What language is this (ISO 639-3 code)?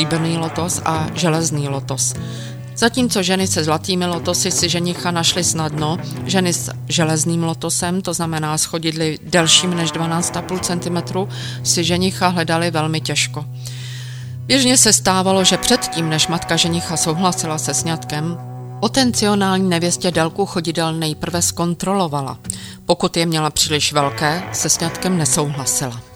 ces